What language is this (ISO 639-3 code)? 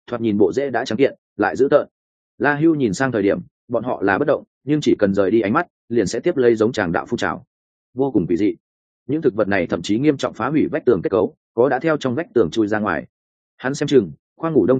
vie